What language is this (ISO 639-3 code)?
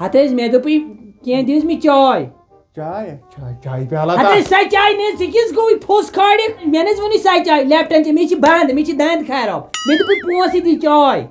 kas